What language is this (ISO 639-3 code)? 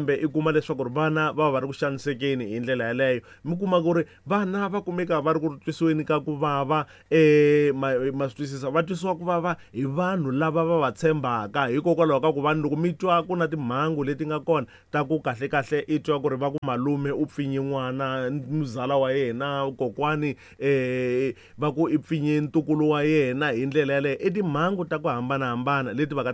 tso